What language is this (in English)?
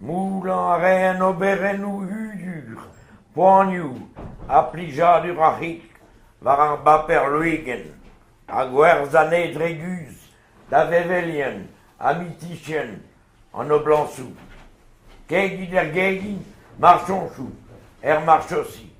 Breton